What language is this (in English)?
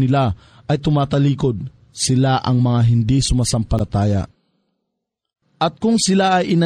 Filipino